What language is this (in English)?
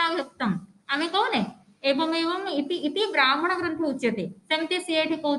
Odia